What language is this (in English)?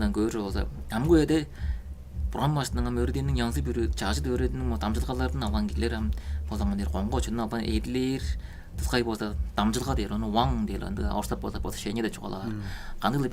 Tuvinian